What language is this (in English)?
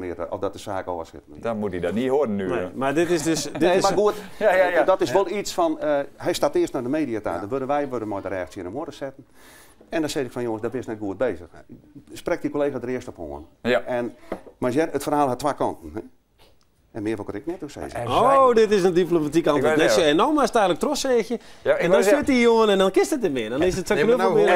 Western Frisian